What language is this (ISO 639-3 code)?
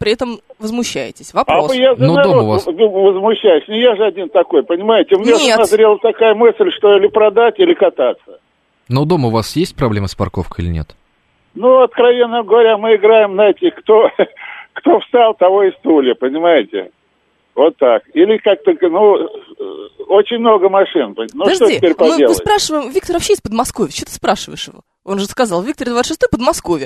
rus